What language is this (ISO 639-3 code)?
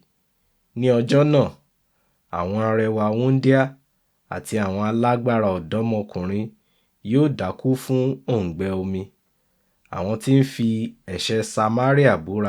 yor